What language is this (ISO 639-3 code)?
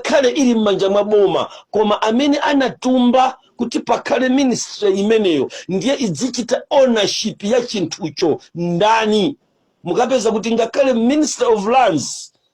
nya